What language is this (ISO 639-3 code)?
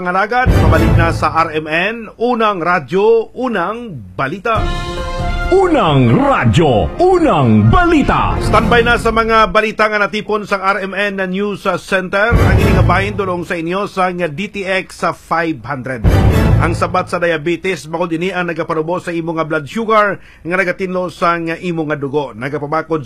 hil